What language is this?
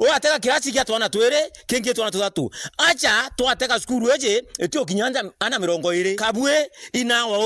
Meru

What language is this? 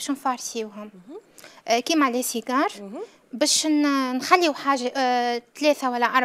Algerian Arabic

